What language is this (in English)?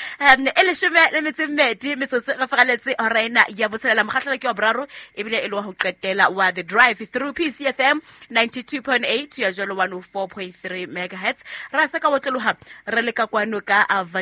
Southern Sotho